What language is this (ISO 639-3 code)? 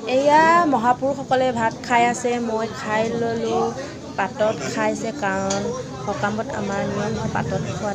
asm